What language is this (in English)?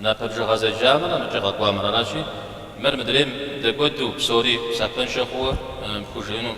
Kabardian